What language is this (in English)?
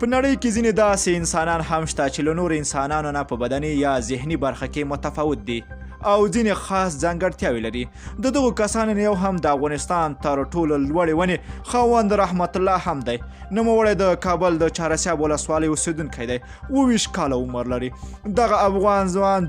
Pashto